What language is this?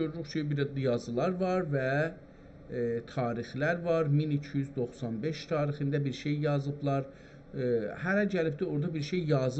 South Azerbaijani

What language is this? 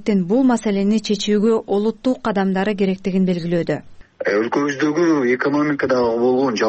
Kyrgyz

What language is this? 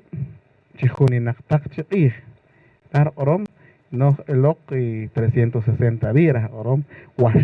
Poqomchi'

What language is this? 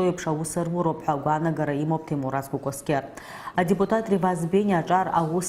Abkhazian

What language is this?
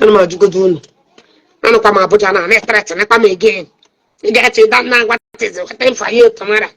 Igbo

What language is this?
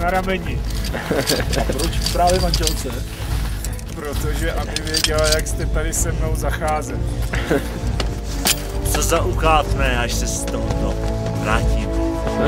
Czech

